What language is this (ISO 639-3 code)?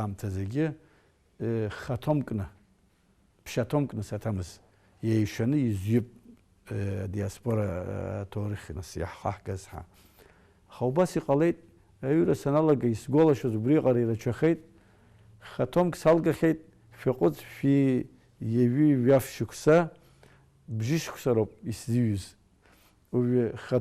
abk